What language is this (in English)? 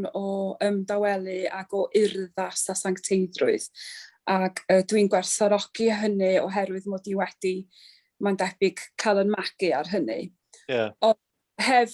Welsh